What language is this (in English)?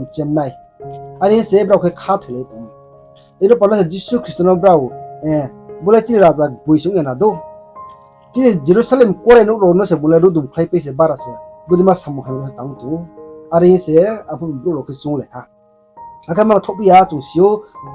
Riang (India)